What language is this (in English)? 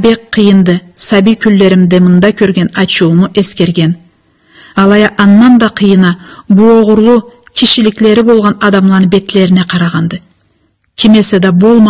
Karachay-Balkar